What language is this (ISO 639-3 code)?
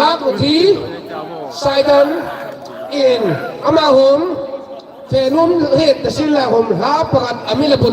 hmr